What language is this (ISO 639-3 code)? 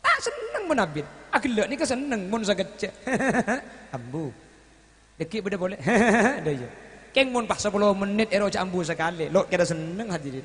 mad